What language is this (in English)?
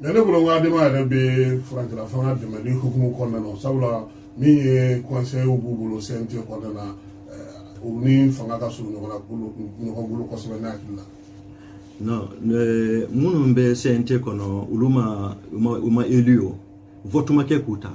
Bambara